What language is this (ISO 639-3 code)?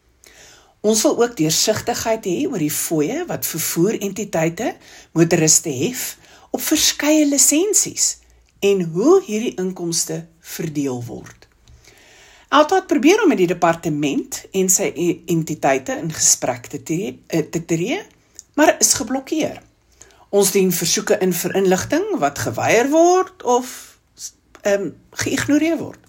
afr